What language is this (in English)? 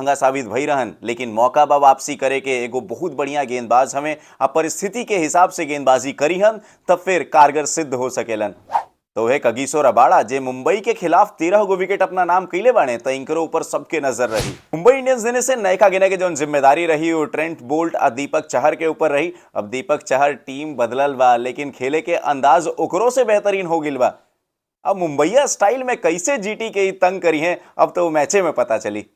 Bhojpuri